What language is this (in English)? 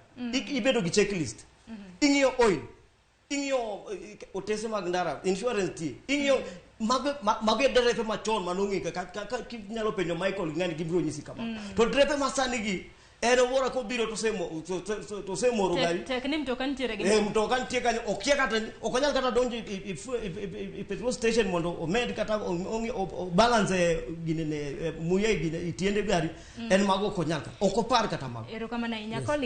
Luo (Kenya and Tanzania)